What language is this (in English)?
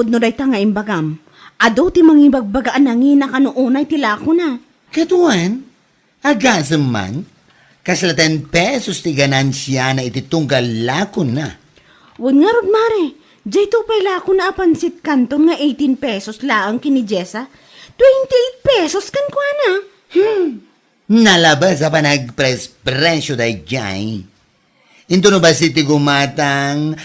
Iloko